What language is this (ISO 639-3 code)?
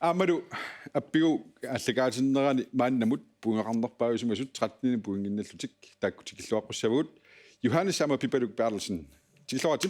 kal